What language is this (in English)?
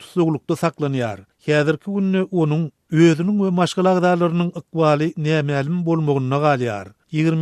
Turkmen